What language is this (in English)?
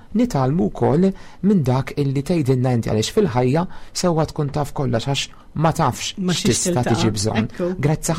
Maltese